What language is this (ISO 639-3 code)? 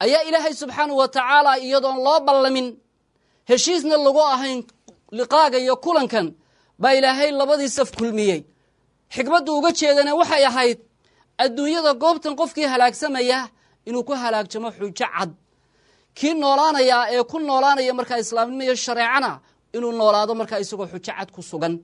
som